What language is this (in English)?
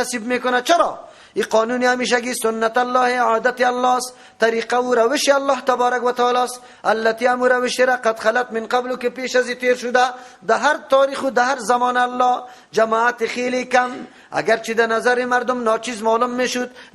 Persian